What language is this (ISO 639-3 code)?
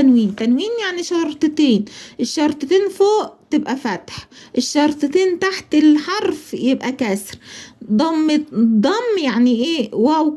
arz